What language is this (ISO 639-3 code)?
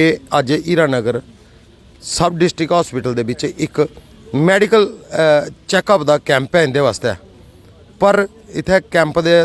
doi